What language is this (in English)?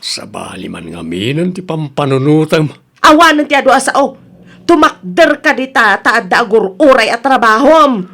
Iloko